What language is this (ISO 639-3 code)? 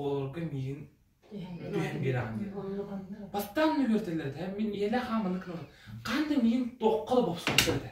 sah